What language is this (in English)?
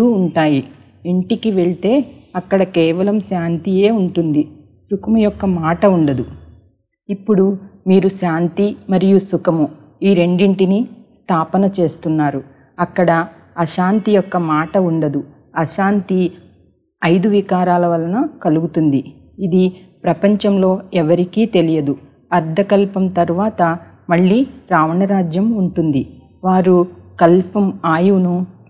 Telugu